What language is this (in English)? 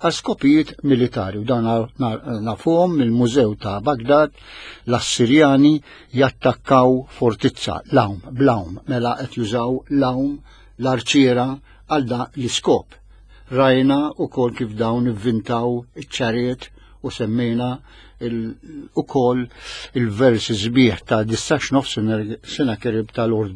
Maltese